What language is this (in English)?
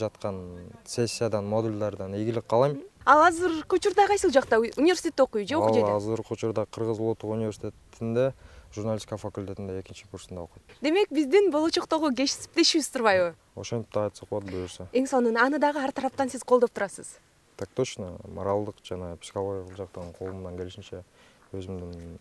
Kyrgyz